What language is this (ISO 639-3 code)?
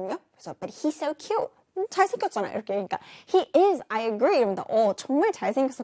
kor